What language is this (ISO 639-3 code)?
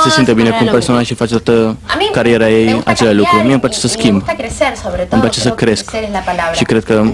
ron